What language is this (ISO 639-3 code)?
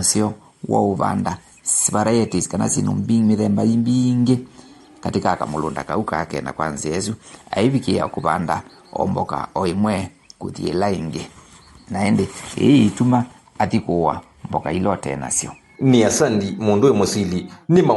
kam